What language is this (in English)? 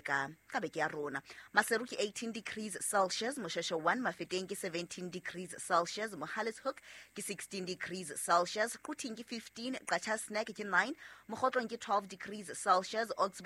Southern Sotho